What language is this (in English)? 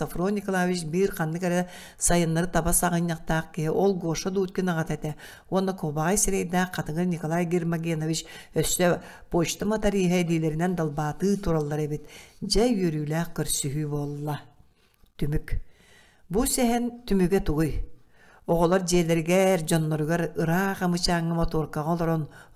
Yakut